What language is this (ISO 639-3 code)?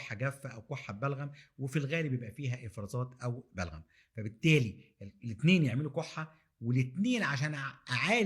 arz